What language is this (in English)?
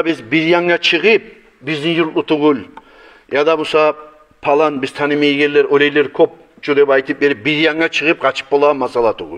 Kumyk